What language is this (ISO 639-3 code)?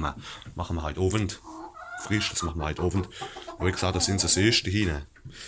pfl